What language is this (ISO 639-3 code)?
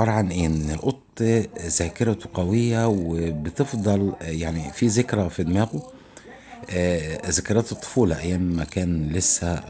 arz